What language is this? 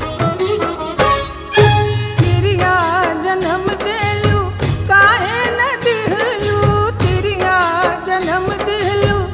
Bhojpuri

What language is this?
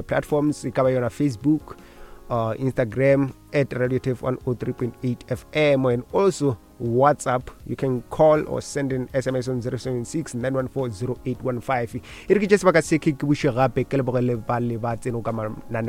Northern Sotho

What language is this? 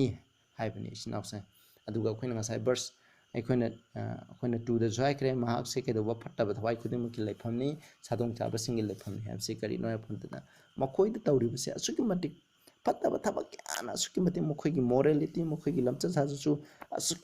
Manipuri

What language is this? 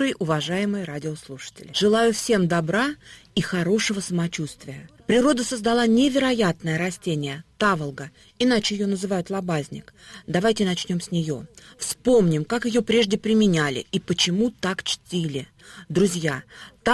Russian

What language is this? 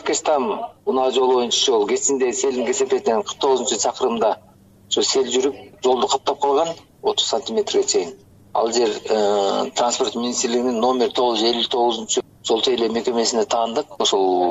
Kyrgyz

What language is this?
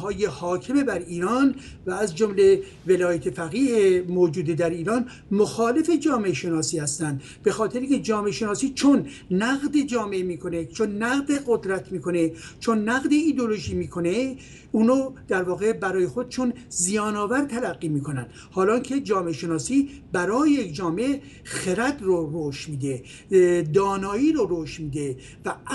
Persian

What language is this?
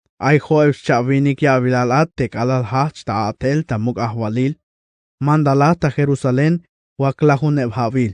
Tzeltal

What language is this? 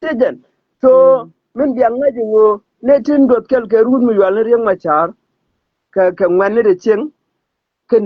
Nuer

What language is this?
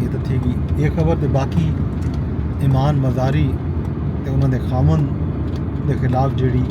Saraiki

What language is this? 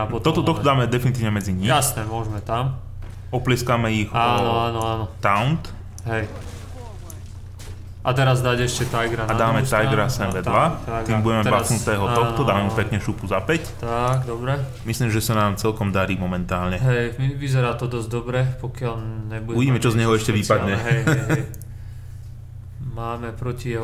Slovak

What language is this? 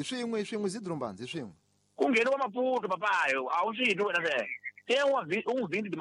Tsonga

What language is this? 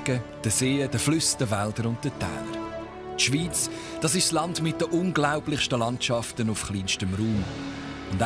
Swiss German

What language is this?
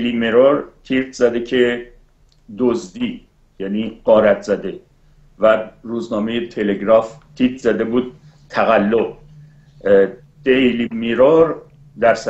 Persian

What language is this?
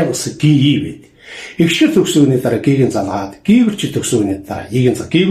Mongolian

